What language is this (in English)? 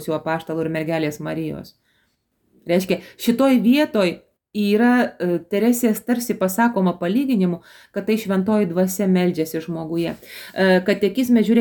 Lithuanian